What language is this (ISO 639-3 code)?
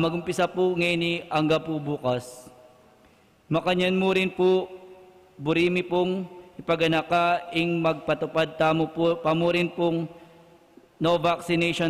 pam